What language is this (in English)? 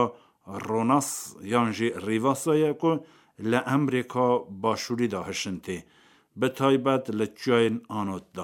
Kurdish